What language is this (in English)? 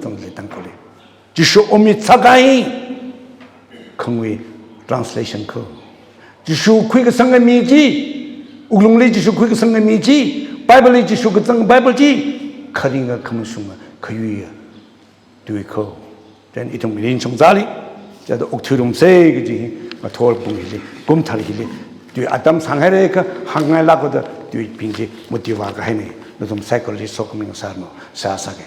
Tangkhul Naga (India)